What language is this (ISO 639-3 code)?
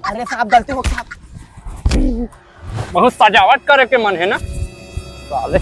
hne